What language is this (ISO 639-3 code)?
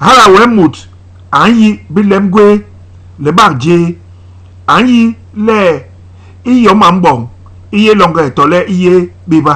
bas